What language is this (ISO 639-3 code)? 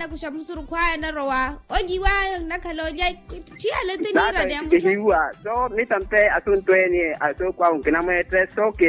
vmw